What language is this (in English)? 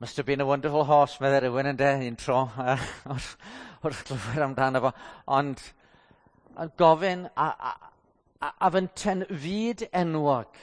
Welsh